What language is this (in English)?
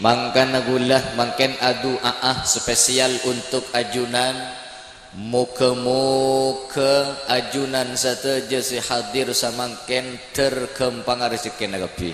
Madurese